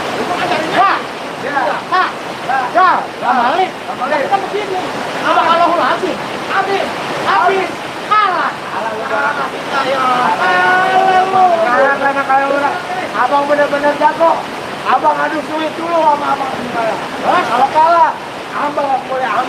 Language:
Betawi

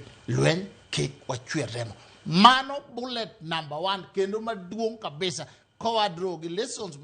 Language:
Luo (Kenya and Tanzania)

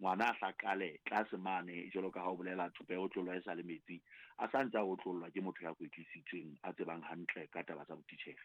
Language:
Southern Sotho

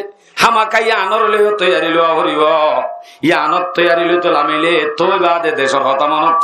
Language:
Rohingya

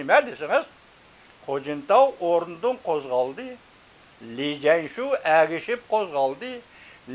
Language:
Uyghur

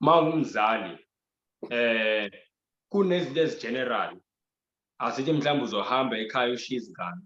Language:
Zulu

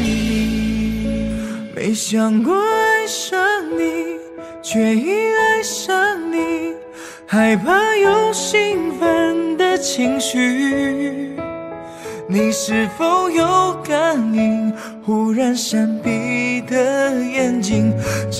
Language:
Chinese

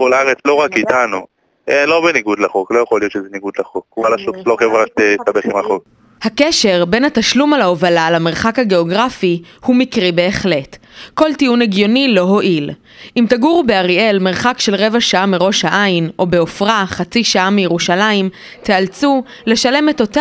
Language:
Hebrew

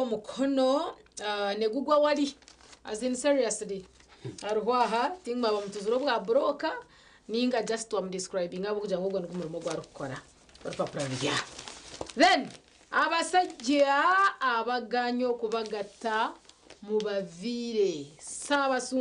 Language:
Nyankole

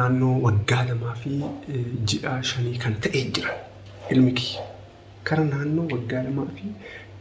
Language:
Oromo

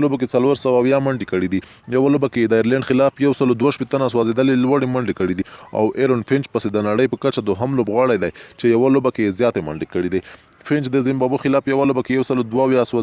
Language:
Pashto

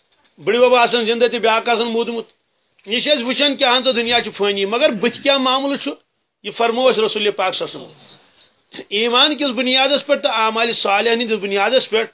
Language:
Kashmiri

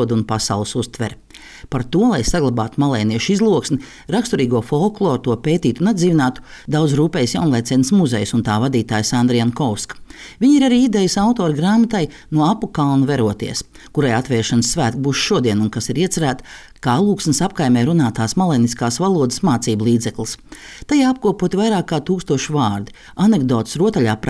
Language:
Latvian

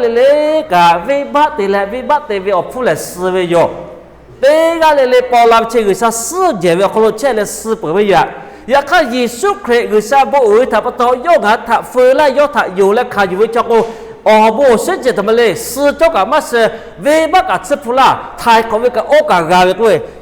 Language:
Lahu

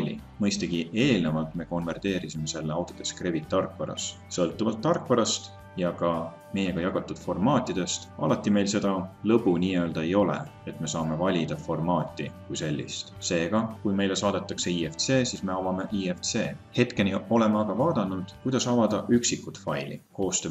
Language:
Estonian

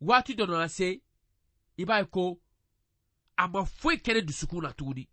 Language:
Bambara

